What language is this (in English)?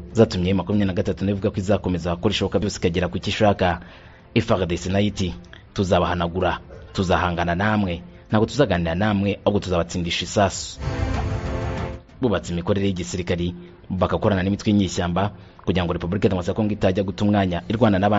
Kinyarwanda